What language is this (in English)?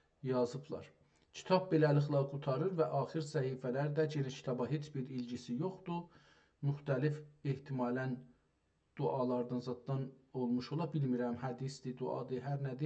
South Azerbaijani